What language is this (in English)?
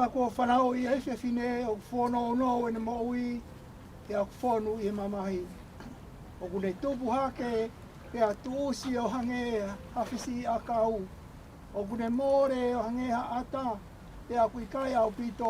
Tongan